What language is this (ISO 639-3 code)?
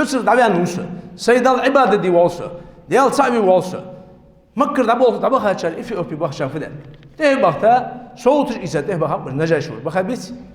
inh